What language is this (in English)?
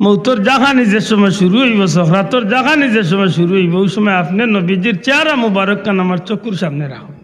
Sylheti